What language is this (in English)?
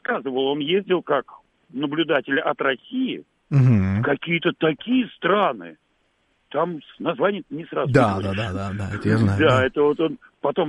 Russian